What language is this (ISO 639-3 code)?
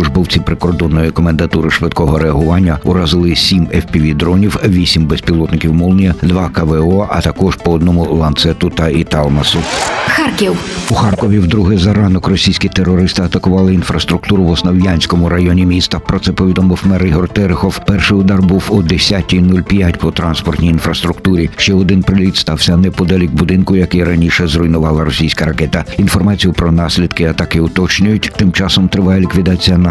ukr